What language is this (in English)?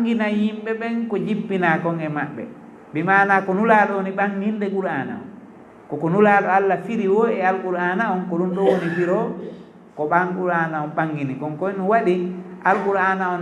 Fula